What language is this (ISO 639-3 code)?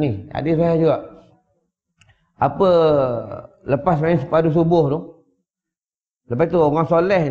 msa